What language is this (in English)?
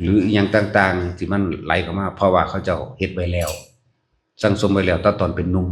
Northeastern Thai